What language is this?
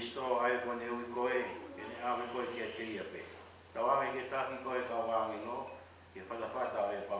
Tongan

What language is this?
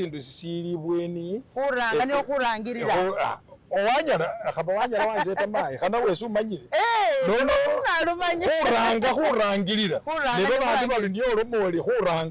Masaaba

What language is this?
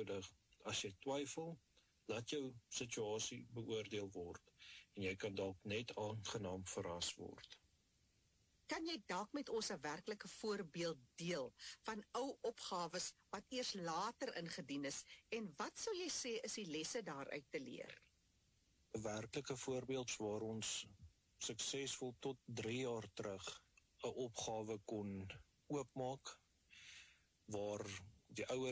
Afrikaans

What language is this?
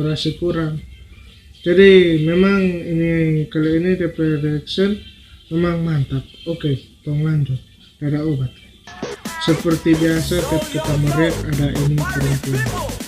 Manado Malay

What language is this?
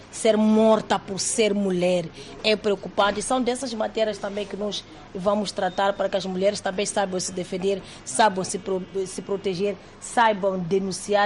Portuguese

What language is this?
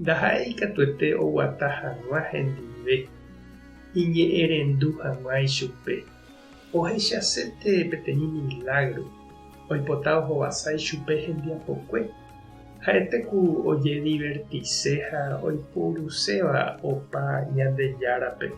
Guarani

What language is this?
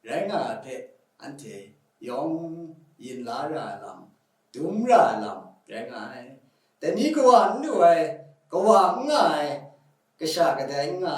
Kachin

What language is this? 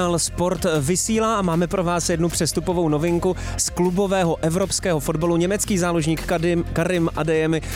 Czech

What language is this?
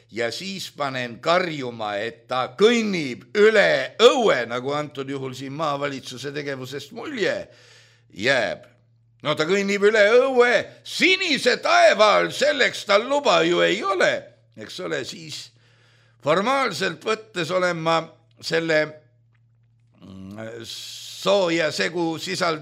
Estonian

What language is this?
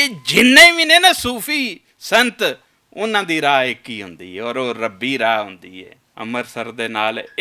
Western Panjabi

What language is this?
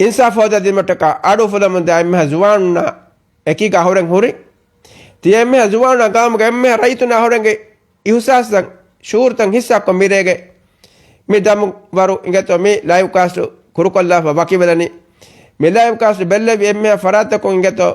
Divehi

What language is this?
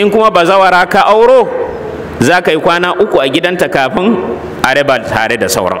Hausa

